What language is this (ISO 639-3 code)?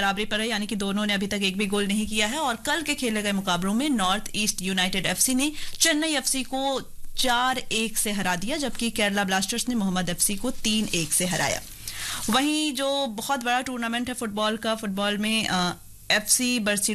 hin